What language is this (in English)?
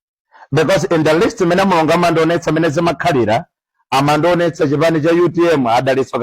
Nyanja